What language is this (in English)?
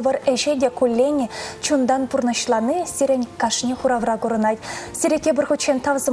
Chuvash